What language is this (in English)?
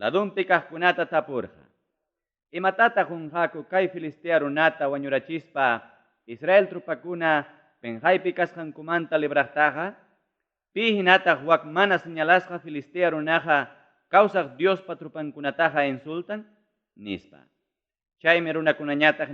Ayacucho Quechua